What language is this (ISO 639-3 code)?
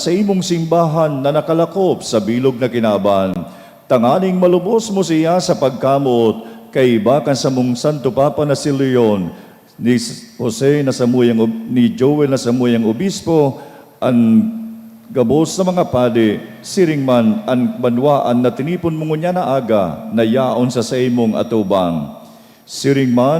bik